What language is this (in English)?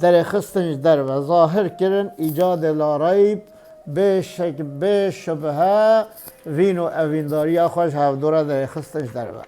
Kurdish